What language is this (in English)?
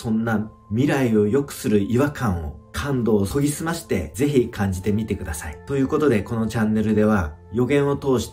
Japanese